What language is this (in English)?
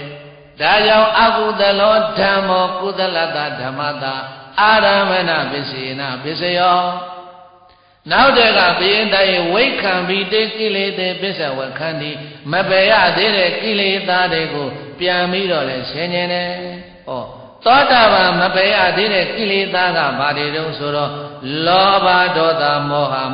Burmese